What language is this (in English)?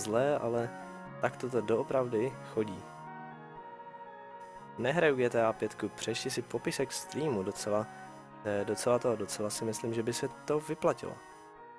Czech